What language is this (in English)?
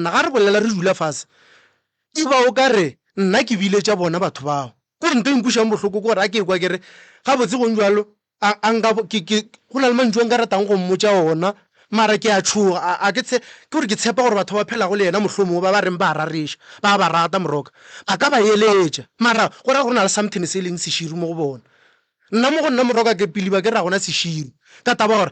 Northern Sotho